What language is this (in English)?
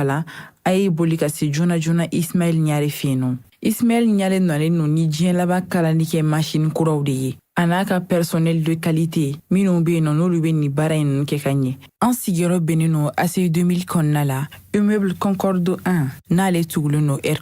Bambara